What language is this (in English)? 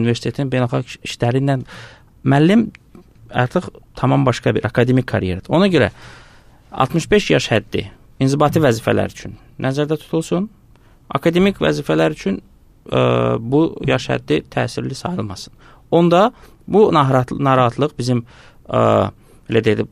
Azerbaijani